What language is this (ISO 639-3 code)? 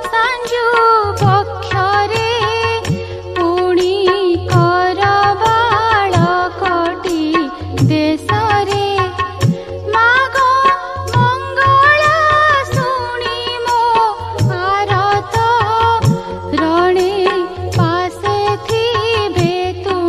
ori